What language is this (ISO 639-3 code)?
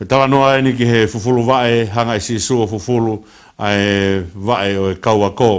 ton